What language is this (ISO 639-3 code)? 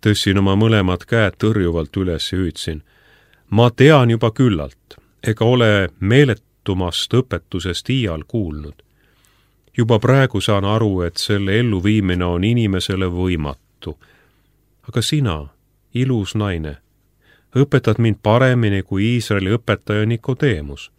est